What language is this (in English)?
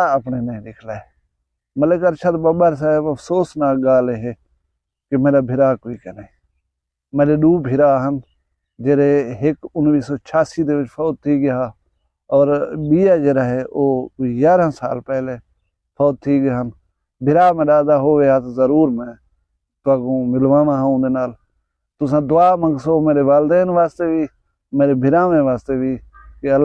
Saraiki